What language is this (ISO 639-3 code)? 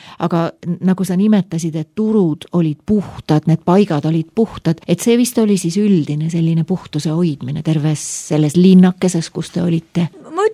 est